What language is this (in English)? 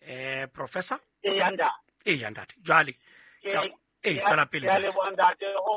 Southern Sotho